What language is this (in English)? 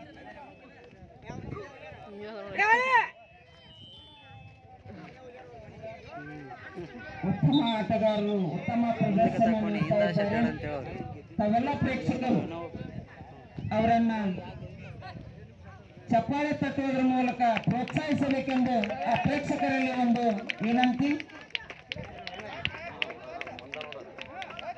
Kannada